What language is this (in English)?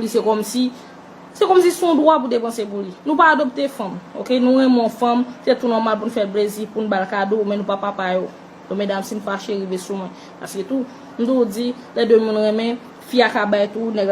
Haitian Creole